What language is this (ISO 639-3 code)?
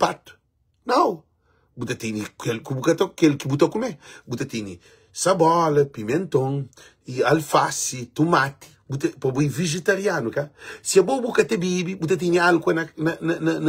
kea